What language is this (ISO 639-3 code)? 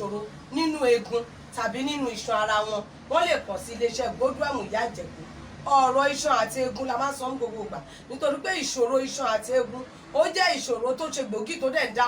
yor